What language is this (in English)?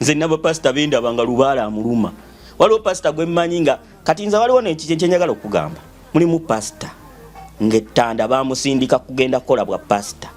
Ganda